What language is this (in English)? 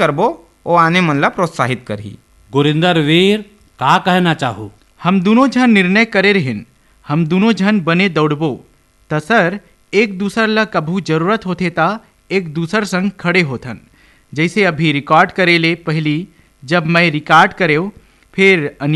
Chhattisgarhi